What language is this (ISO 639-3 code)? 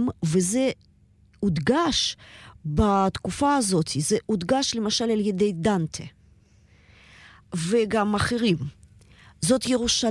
heb